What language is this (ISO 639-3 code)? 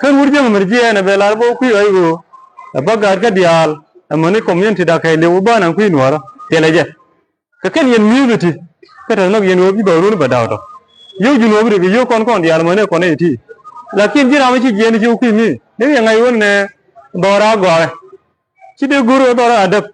nus